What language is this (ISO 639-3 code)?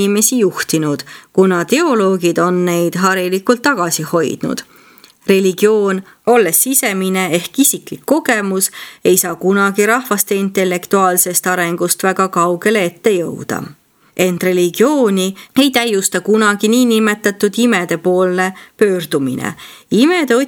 est